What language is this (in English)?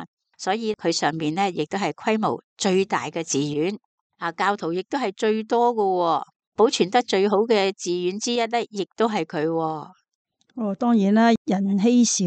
Cantonese